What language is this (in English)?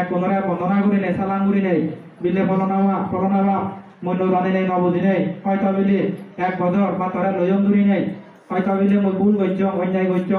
Chakma